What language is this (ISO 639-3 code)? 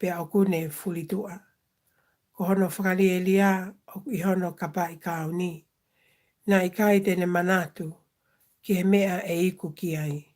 ton